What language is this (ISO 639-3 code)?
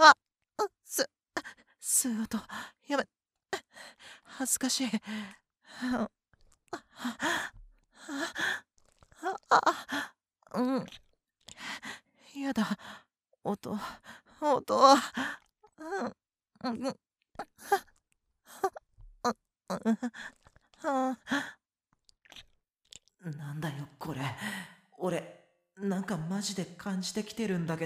jpn